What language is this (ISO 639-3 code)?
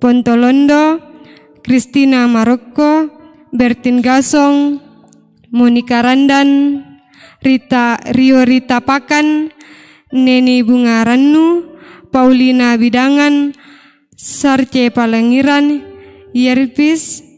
sda